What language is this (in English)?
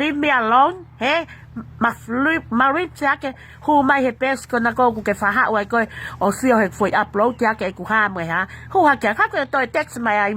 Tongan